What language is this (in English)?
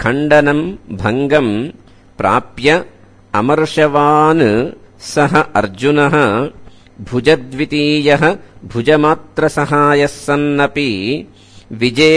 Sanskrit